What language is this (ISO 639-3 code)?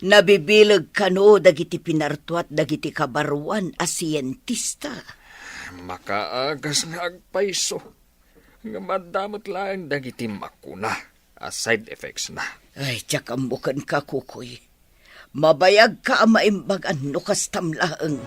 ilo